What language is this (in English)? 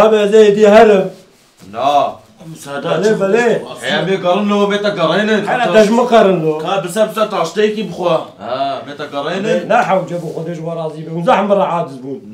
Kurdish